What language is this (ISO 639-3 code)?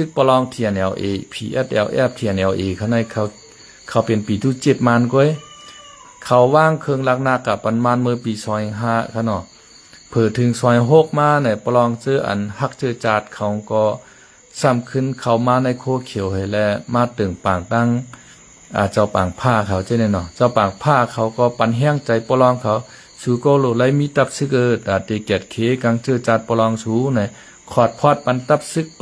shn